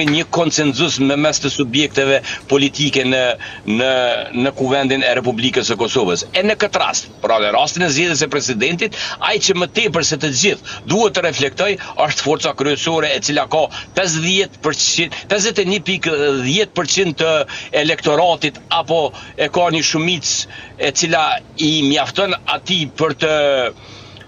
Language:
Albanian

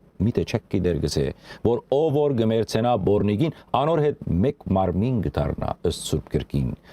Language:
Western Armenian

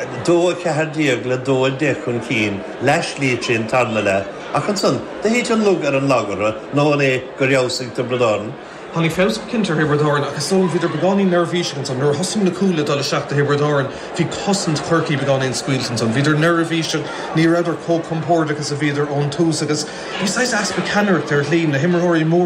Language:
Irish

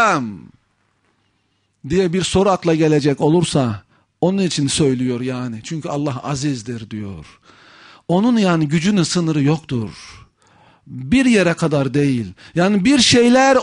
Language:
Turkish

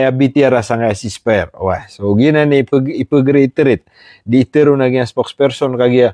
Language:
Maranao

